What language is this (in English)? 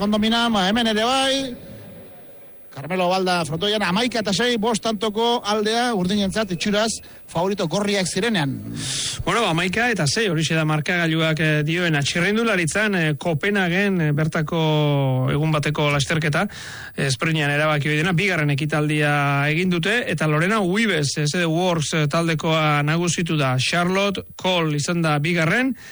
Basque